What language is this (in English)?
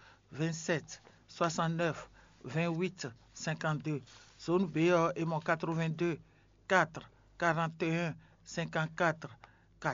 Fon